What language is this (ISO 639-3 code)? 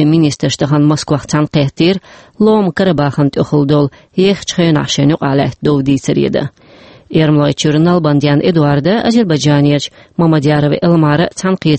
che